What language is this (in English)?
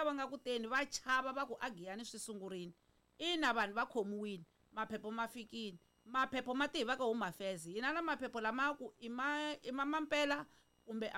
Tsonga